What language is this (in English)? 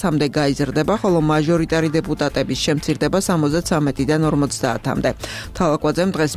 Georgian